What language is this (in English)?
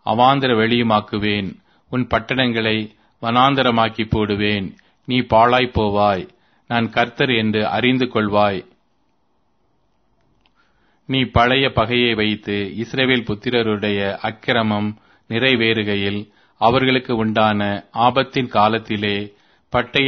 Tamil